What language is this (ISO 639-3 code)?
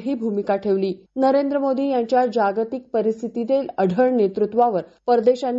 mar